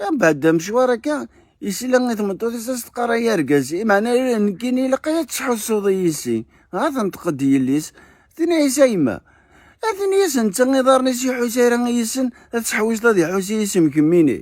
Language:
Kabyle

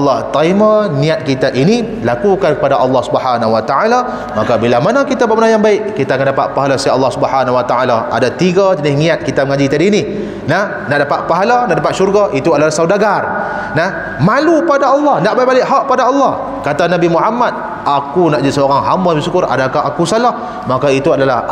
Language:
Malay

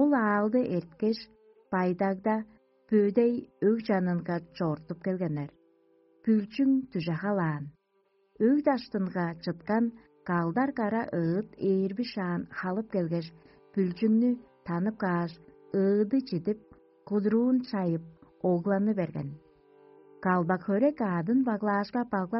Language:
Tuvinian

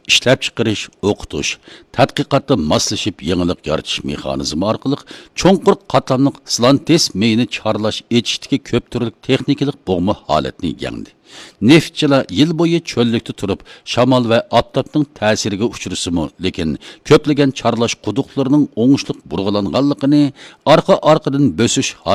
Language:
Uyghur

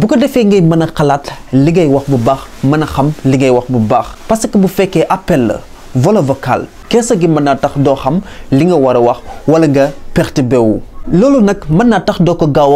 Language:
Wolof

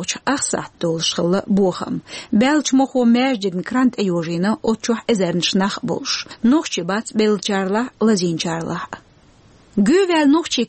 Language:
Chechen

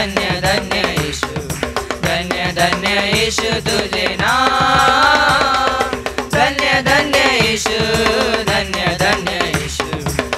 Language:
Marathi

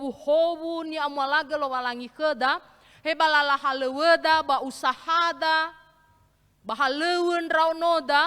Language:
Nias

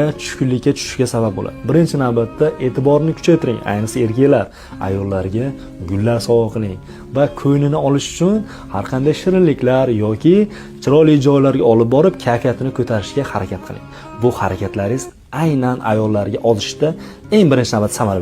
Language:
Uzbek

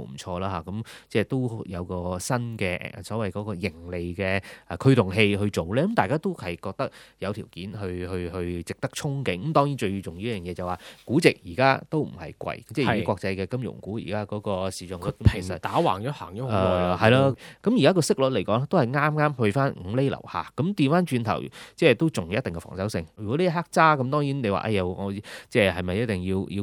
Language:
Cantonese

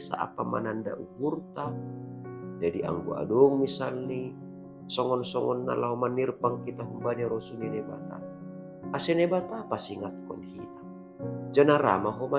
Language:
Batak Simalungun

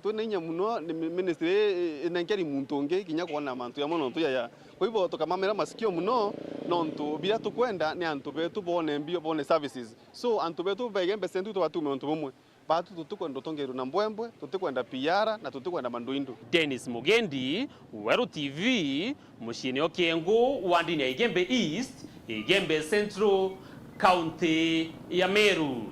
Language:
Meru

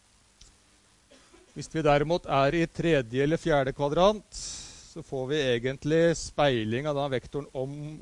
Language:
Norwegian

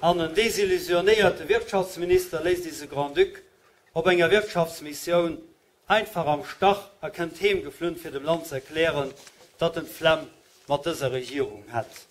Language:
Luxembourgish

